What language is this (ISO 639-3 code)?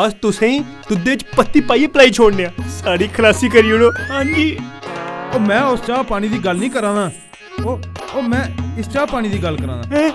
doi